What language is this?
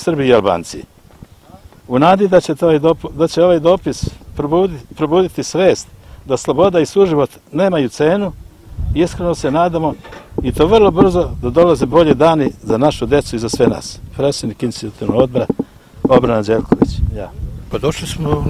Serbian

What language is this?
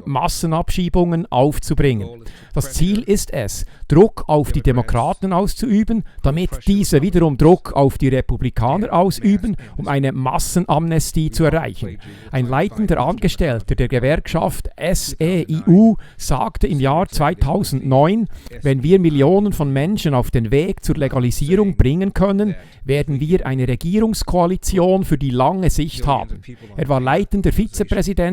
Swiss German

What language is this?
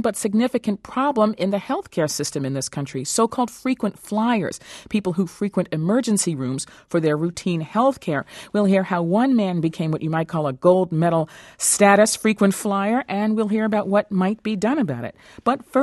English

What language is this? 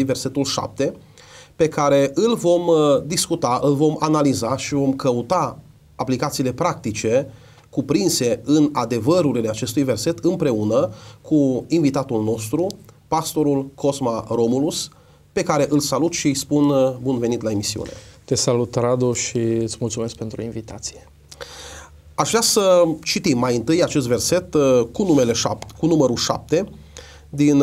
Romanian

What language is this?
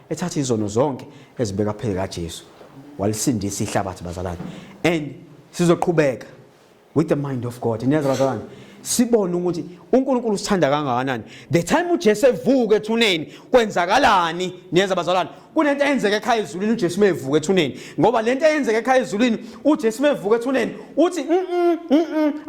Zulu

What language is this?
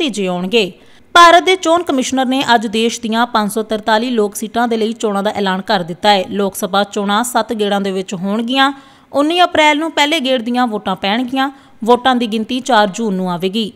Punjabi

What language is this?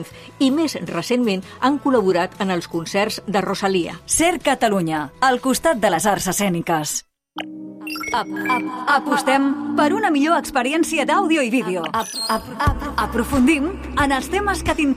Catalan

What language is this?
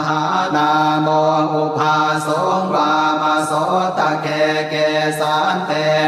Pali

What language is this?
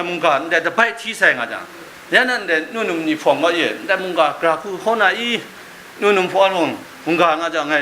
Kachin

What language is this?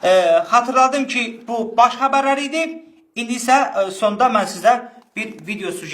Azerbaijani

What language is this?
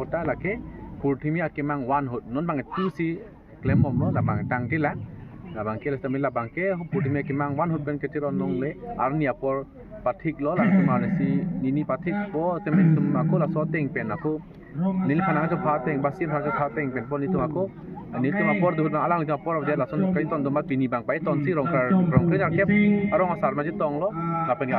Karbi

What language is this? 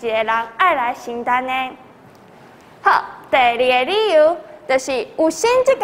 Min Nan Chinese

